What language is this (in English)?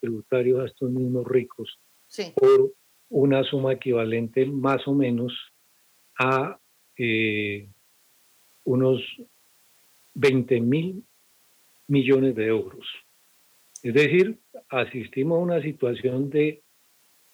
Spanish